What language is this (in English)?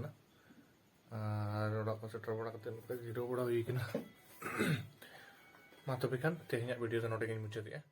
Santali